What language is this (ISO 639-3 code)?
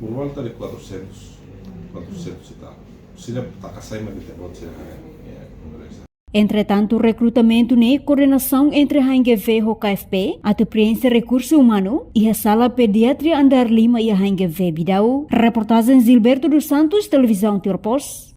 tet